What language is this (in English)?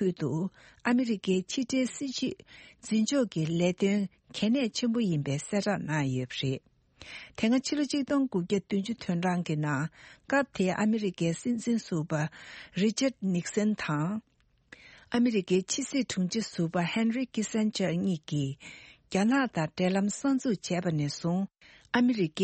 Tibetan